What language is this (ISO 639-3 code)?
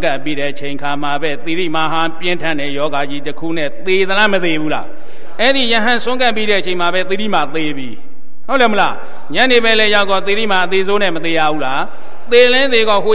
mya